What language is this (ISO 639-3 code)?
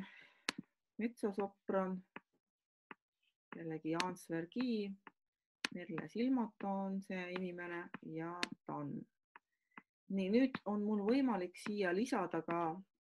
est